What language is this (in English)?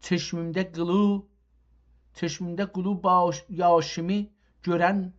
South Azerbaijani